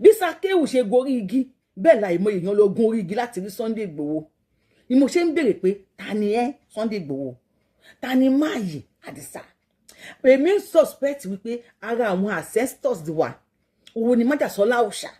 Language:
Yoruba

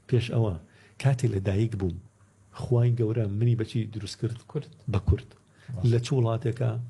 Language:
Central Kurdish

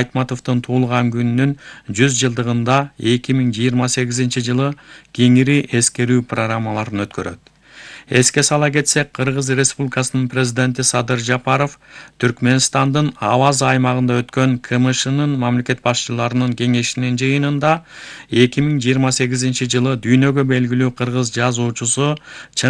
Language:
Kyrgyz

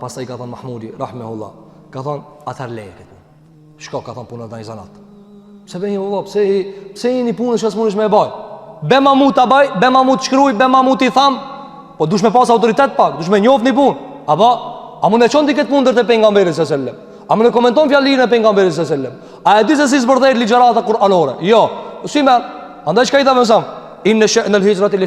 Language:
Albanian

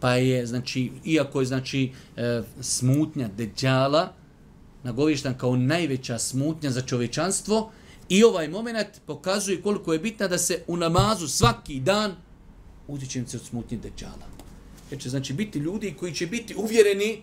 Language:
Bosnian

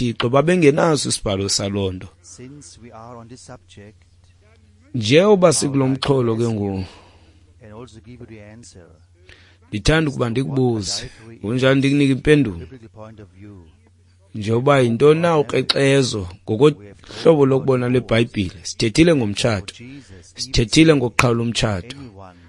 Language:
Xhosa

